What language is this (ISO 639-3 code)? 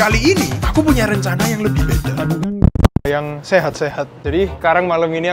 ind